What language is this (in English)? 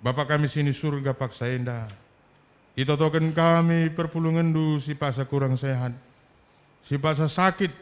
Batak Karo